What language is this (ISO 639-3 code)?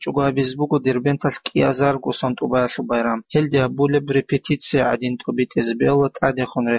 ava